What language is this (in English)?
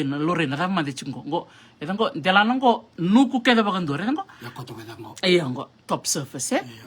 Fijian